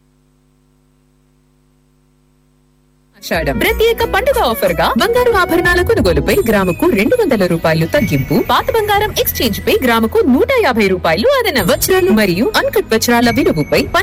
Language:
Telugu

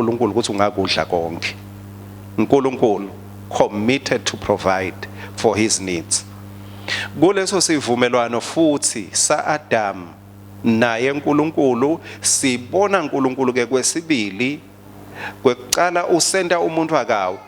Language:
Swati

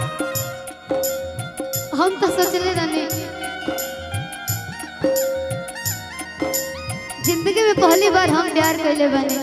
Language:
Bhojpuri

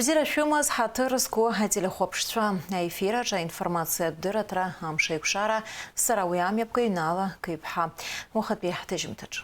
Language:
Abkhazian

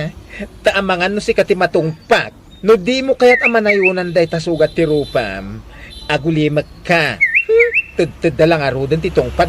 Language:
Iloko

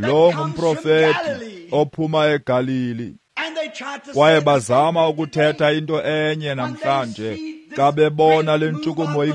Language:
Xhosa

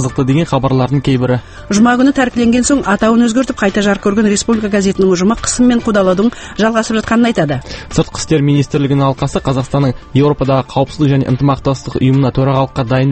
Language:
Kazakh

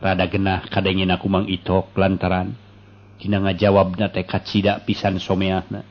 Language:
Sundanese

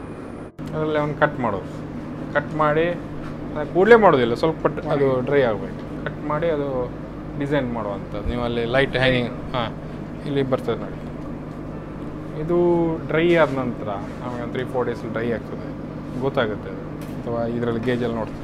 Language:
Kannada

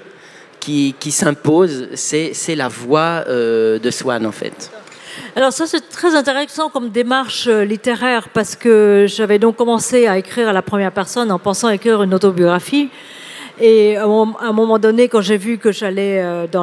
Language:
French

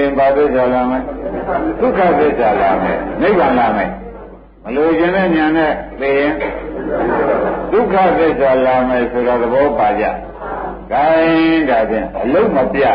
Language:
Burmese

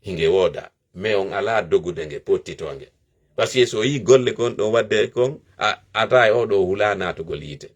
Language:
Fula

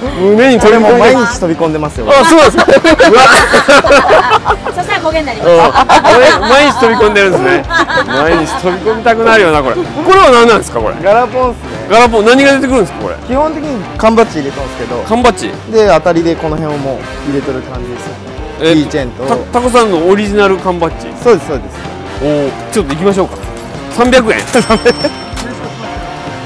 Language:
Japanese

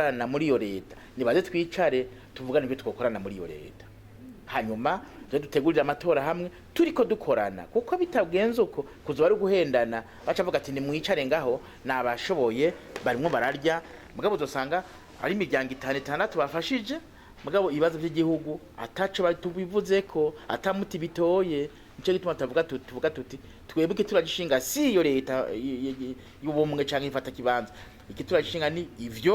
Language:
Rundi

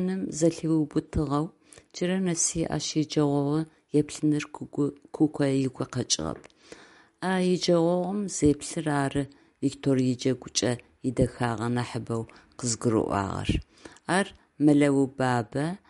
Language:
Adyghe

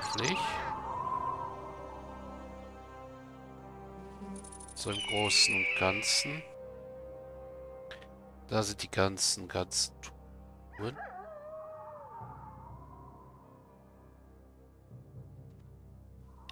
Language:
German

